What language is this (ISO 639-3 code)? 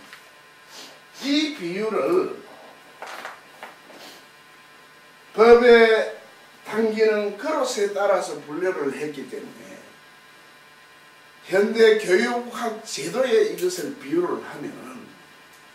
kor